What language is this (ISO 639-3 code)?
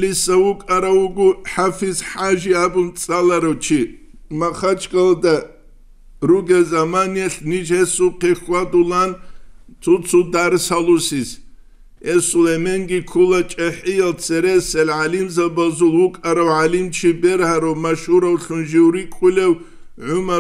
ava